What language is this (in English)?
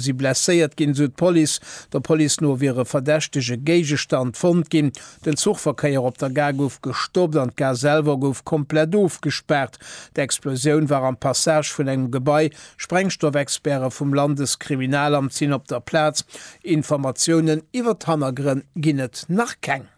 Luxembourgish